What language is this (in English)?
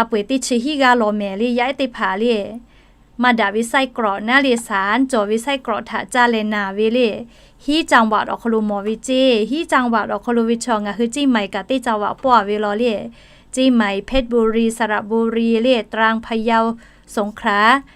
Lahu